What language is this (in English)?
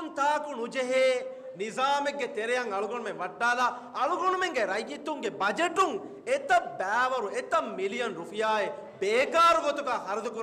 Divehi